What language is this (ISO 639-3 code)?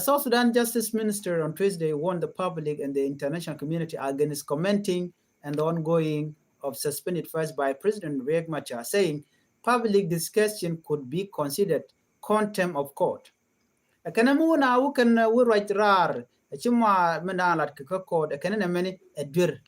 nus